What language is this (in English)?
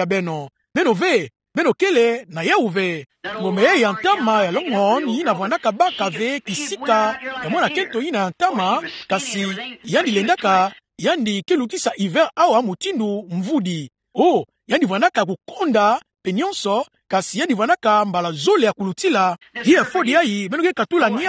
Kituba (Democratic Republic of Congo)